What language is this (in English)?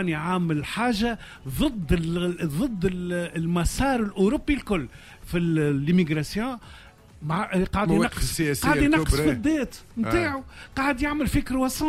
Tunisian Arabic